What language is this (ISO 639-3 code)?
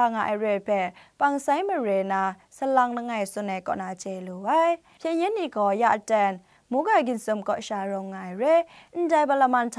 kac